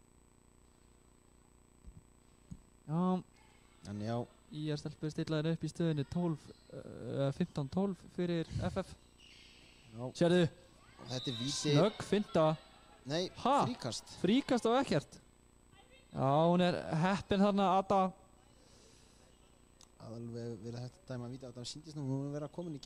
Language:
Icelandic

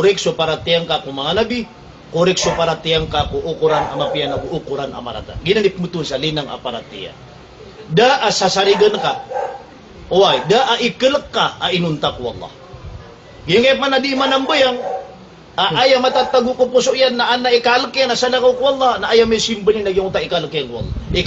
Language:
Maranao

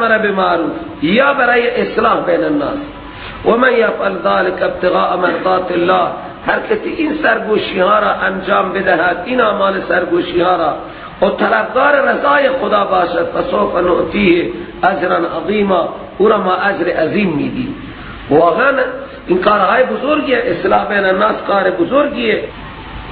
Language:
Persian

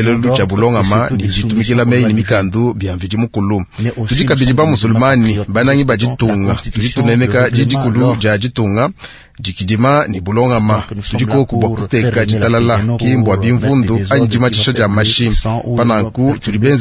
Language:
Luba-Lulua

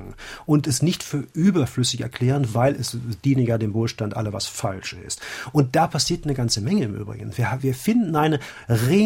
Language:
German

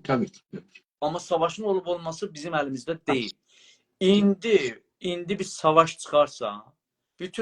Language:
South Azerbaijani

